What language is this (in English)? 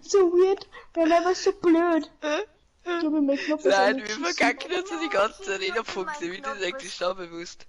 Bavarian